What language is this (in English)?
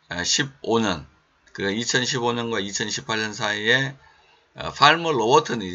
Korean